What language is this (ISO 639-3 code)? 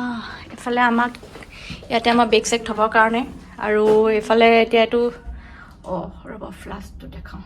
asm